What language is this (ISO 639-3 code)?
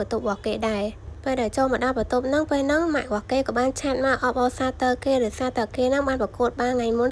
khm